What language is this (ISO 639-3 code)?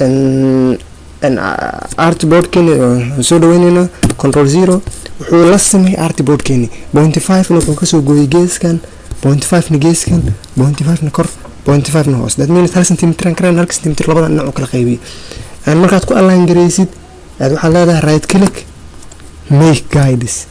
som